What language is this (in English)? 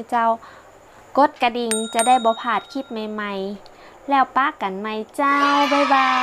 Northern Thai